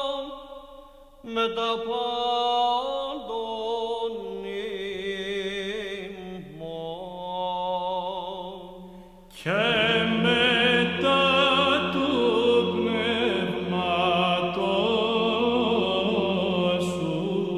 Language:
Greek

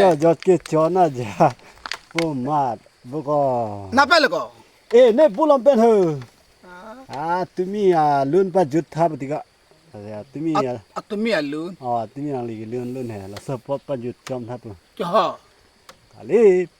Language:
Karbi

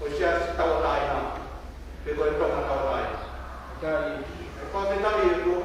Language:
Tongan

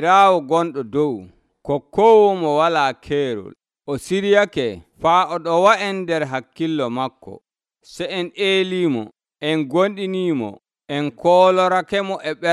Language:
Nigerian Fulfulde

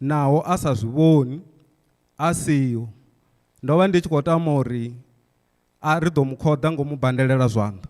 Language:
Venda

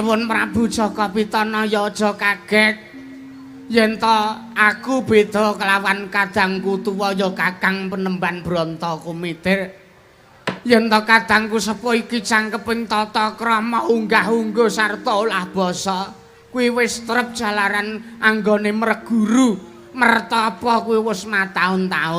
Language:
Javanese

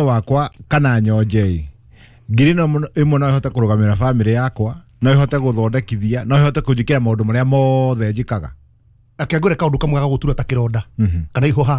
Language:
Kikuyu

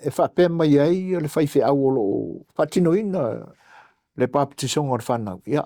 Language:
Samoan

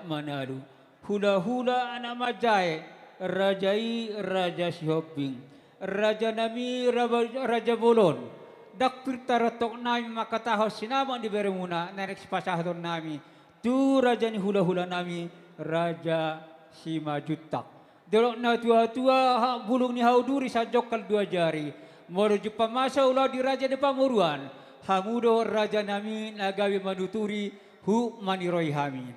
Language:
Batak Toba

